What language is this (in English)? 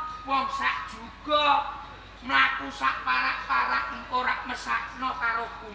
Javanese